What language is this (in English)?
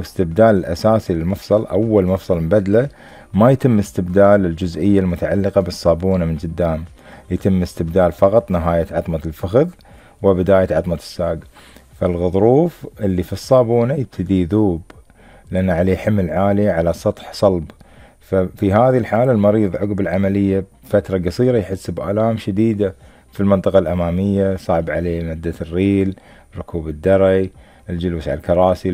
Gulf Arabic